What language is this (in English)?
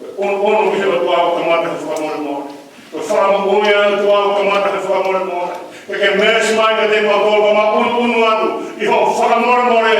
Tongan